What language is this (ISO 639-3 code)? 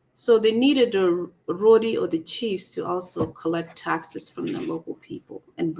ach